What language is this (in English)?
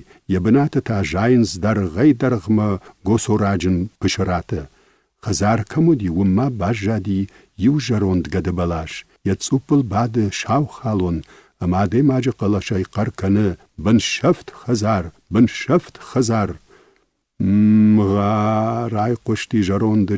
Ossetic